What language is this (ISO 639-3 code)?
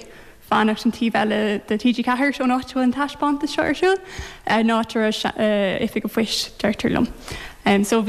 gle